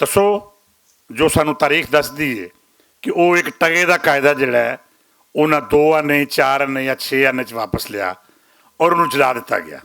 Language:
Western Panjabi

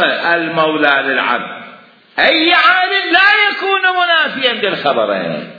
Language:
Mesopotamian Arabic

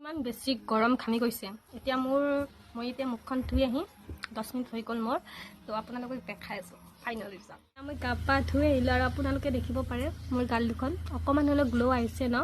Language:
Assamese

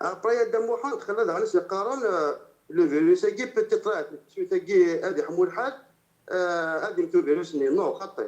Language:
Kabyle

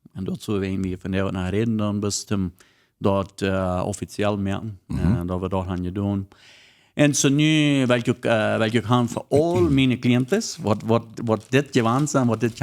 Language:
Plautdietsch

